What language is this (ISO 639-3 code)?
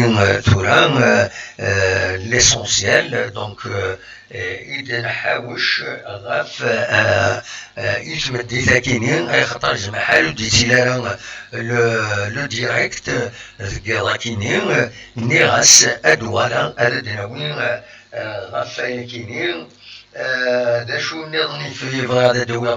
kab